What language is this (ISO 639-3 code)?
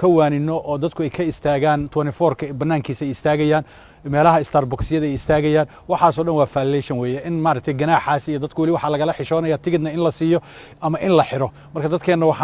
som